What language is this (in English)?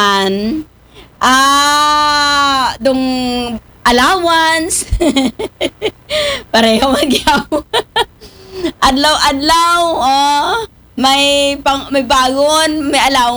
Aklanon